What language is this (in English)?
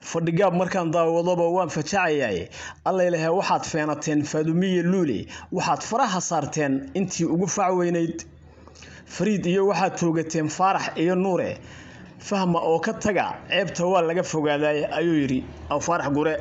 Somali